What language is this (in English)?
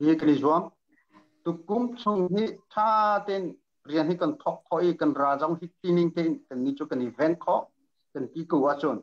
Hakha Chin